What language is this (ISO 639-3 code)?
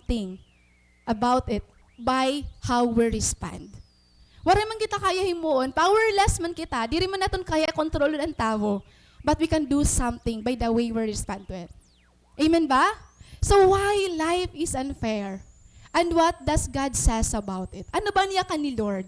war